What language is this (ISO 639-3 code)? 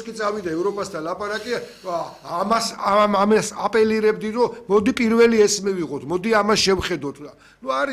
kat